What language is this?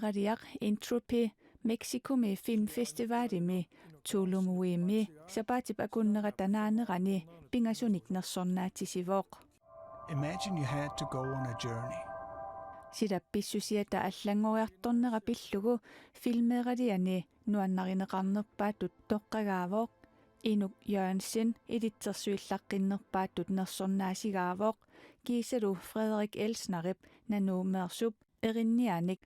Kalaallisut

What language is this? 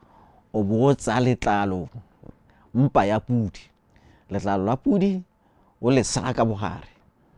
Tswana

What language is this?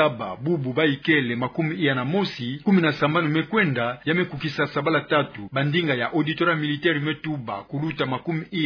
Kituba (Democratic Republic of Congo)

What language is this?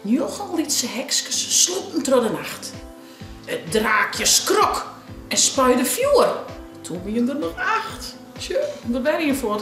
Western Frisian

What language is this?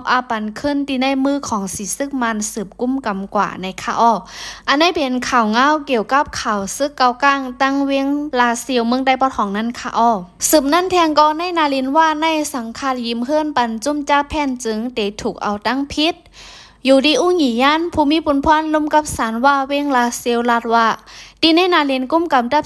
Shan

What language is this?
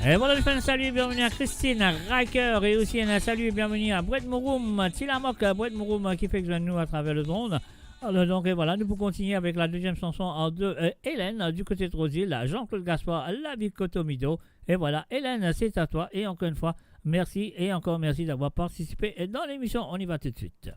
Morisyen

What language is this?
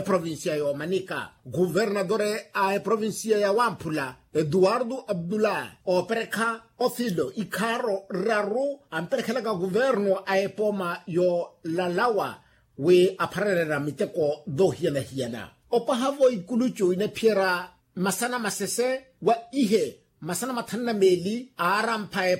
Makhuwa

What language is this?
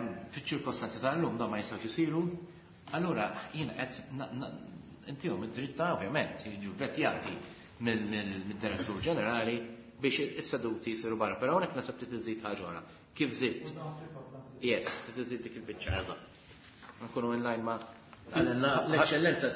Maltese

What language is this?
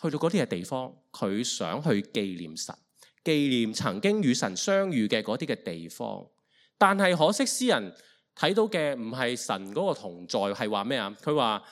Cantonese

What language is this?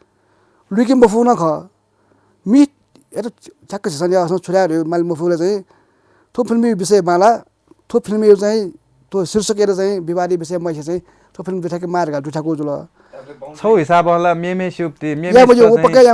Newari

